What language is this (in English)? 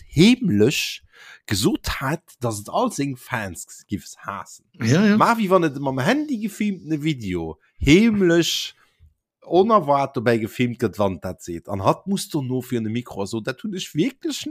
Luxembourgish